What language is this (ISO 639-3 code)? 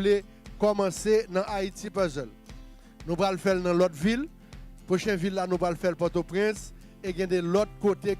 hat